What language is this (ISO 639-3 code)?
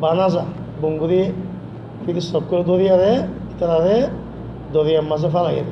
rhg